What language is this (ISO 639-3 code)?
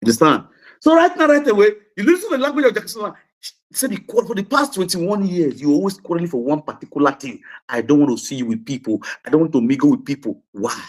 pcm